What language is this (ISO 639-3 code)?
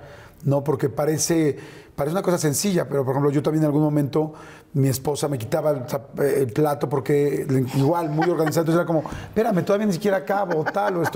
spa